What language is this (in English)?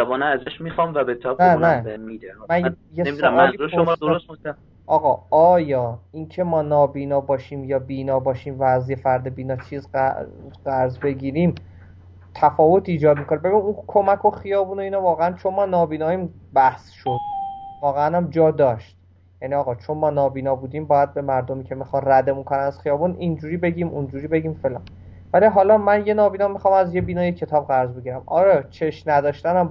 Persian